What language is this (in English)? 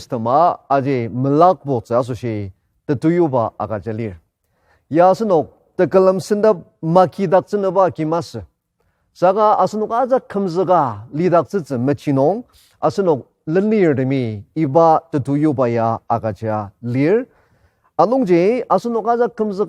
Ao Naga